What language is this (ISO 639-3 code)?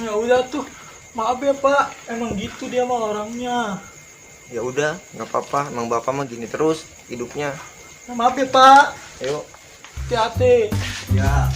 bew